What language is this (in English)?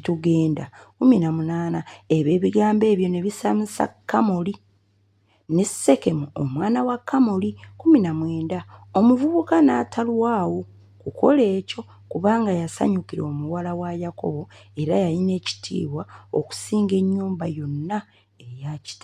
Ganda